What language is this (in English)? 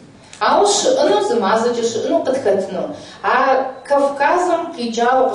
Kabardian